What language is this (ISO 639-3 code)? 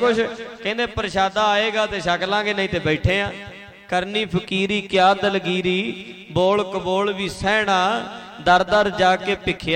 pan